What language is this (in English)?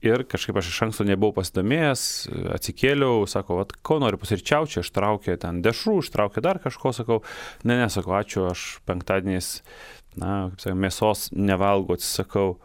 Lithuanian